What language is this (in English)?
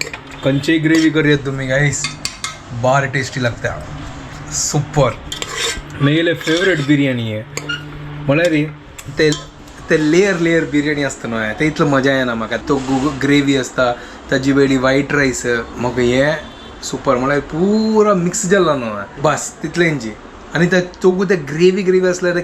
Konkani